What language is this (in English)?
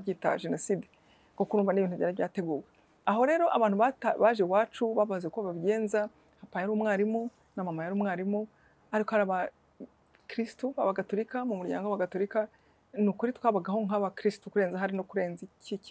Kinyarwanda